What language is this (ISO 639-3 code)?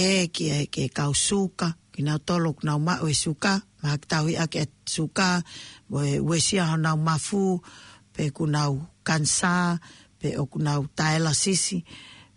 ton